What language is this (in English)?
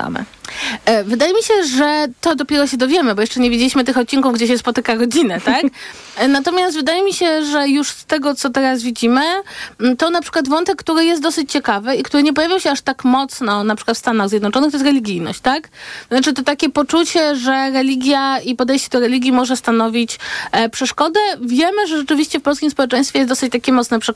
Polish